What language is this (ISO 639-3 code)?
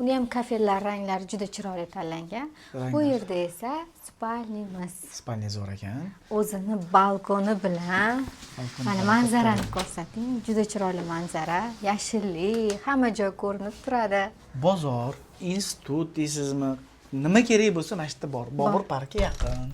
uzb